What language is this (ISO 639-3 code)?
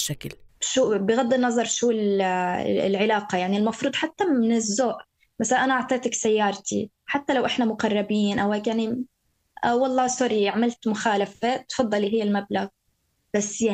apc